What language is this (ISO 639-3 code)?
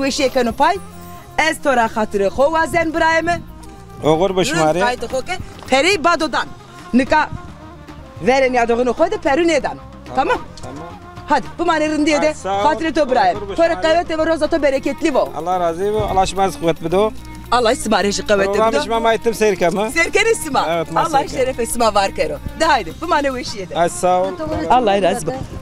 zza